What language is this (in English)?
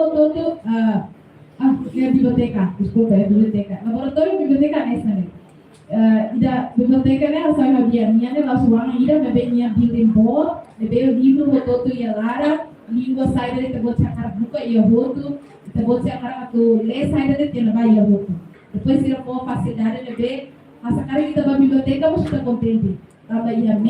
Tetum